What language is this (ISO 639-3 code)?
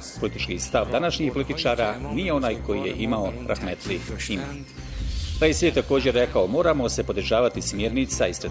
bos